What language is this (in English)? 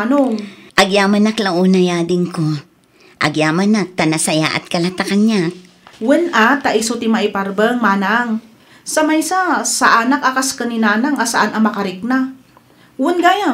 Iloko